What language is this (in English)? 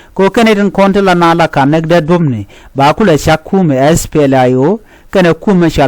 Nuer